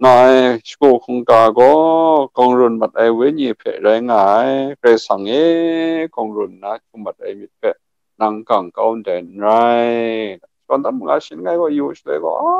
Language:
Kachin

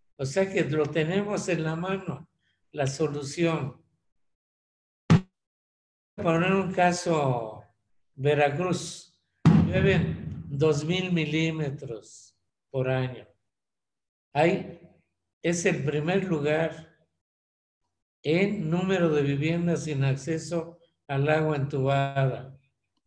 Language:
Spanish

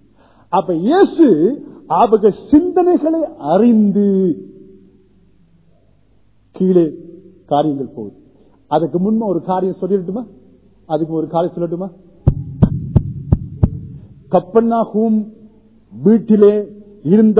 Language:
Tamil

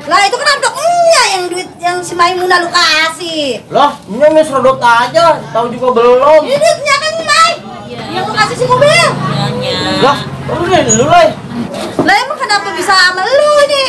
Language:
Betawi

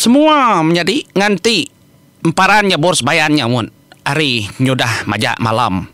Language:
Iban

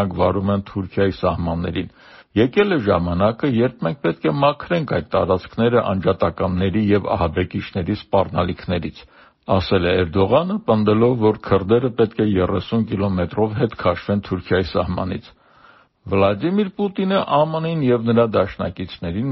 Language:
Armenian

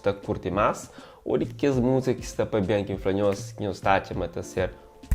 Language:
Kabuverdianu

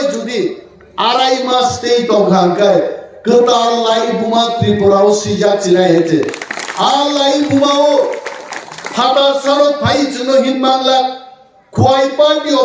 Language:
Kok Borok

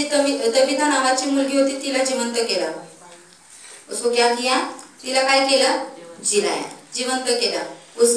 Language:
Marathi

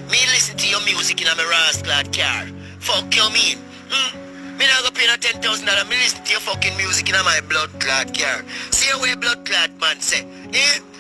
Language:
Jamaican Creole English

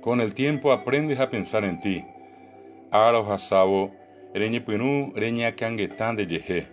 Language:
Guarani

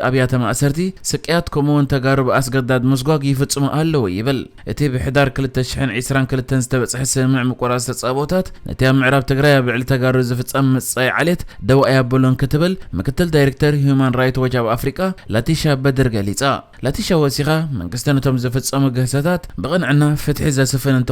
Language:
Tigrinya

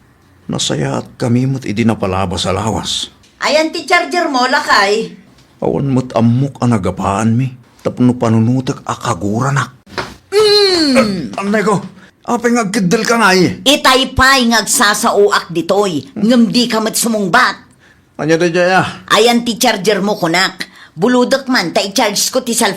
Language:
Iloko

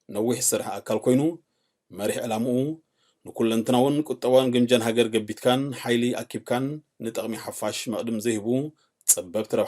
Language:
Tigrinya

